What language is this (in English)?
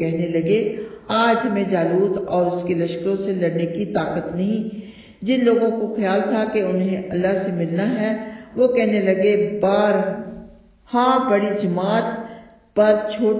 Urdu